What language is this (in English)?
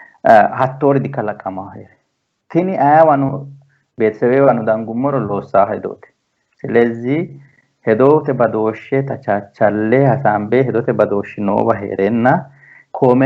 Sidamo